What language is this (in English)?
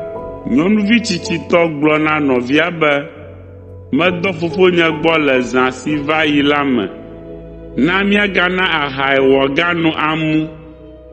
Ewe